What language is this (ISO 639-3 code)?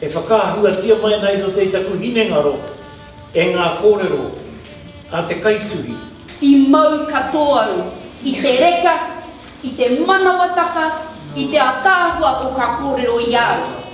mri